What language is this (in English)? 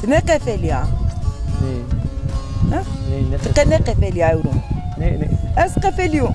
Zaza